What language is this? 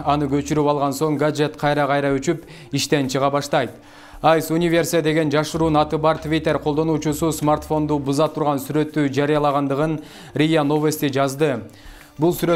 Kyrgyz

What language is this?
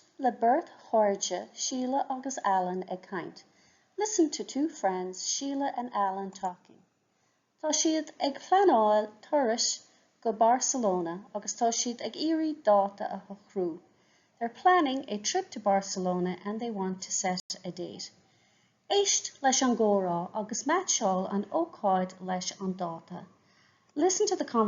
Irish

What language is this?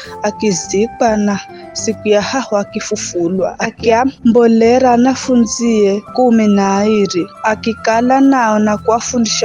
Giryama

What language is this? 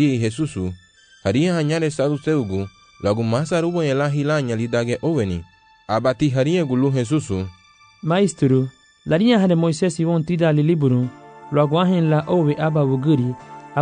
Garifuna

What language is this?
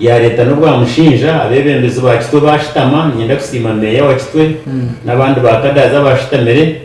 Nyankole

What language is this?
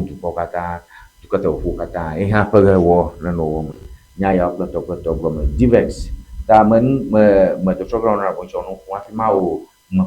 Ewe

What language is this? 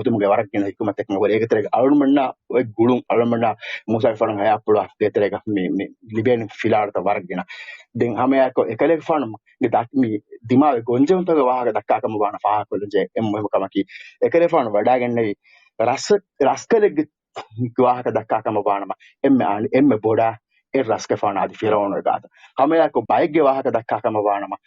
Divehi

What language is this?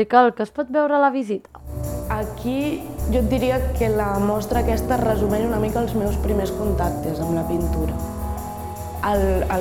Catalan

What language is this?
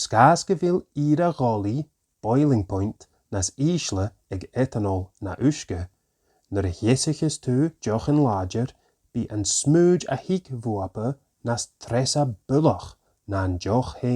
Scottish Gaelic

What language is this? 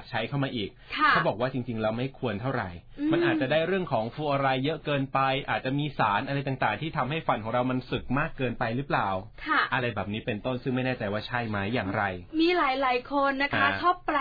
Thai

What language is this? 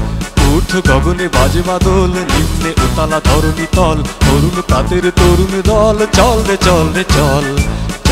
Bangla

